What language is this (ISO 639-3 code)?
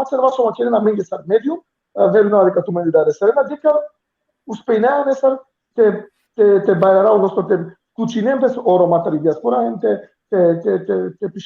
rmn